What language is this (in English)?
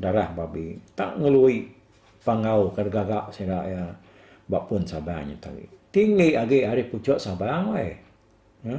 Iban